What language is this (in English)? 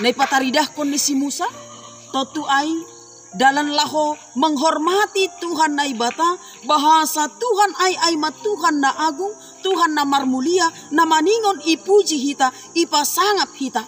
Batak Simalungun